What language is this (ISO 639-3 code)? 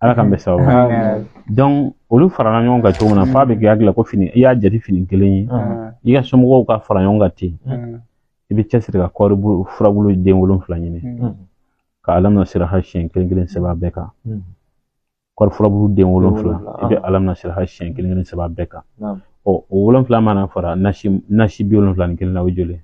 bam